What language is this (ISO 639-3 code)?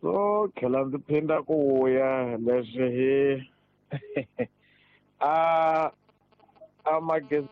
tso